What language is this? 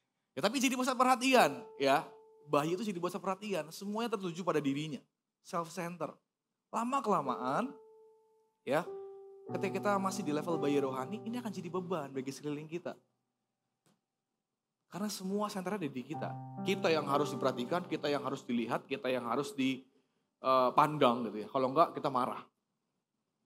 Indonesian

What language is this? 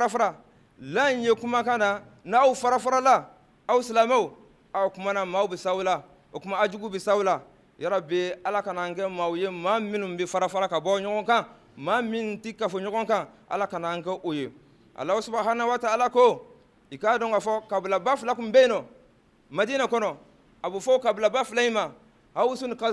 Bambara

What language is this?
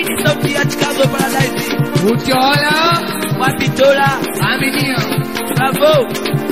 Swahili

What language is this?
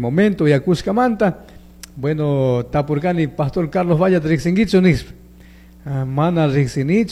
Chimborazo Highland Quichua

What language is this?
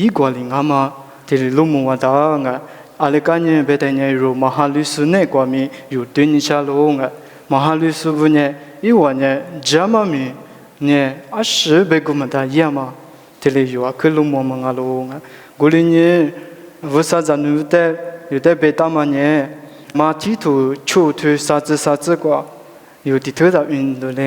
Lisu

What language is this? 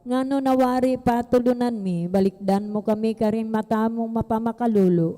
Pampanga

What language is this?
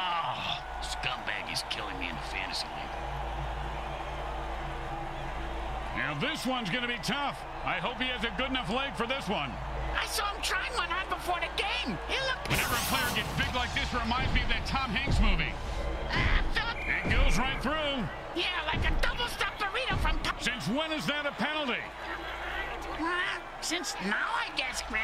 English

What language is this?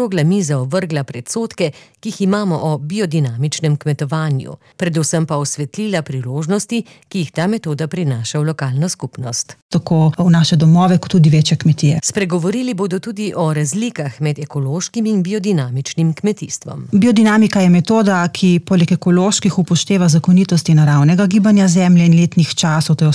Slovenian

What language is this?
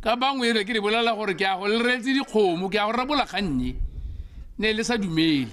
Tswana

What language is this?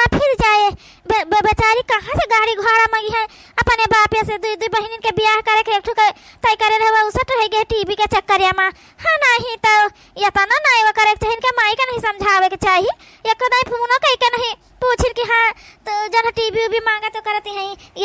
Awadhi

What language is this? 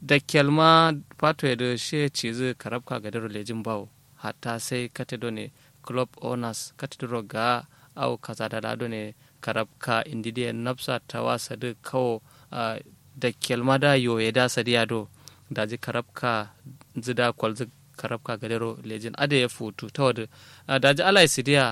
Kanuri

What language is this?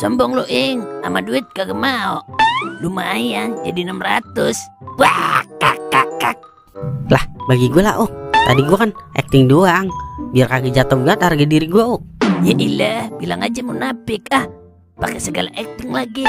Betawi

